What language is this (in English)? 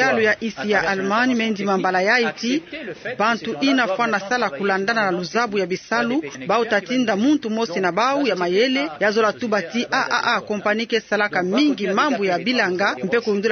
Kituba (Democratic Republic of Congo)